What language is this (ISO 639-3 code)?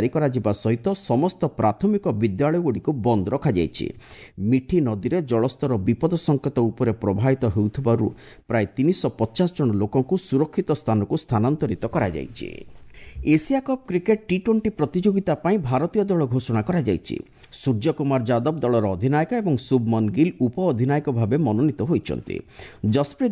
ori